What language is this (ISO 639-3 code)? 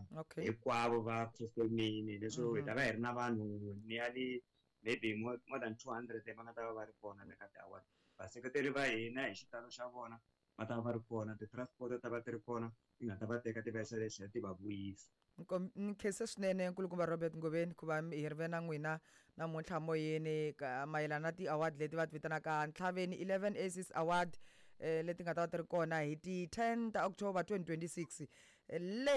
tso